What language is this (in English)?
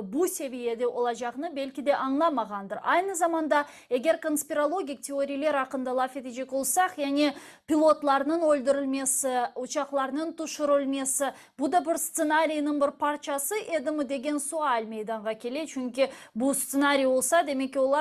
Crimean Tatar